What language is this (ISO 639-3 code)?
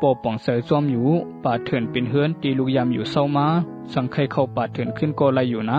shn